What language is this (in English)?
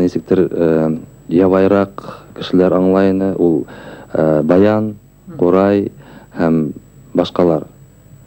Bashkir